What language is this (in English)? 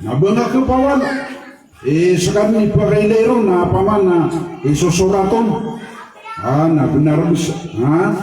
Maranao